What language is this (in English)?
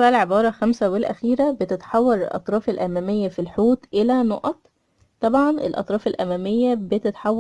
Egyptian Arabic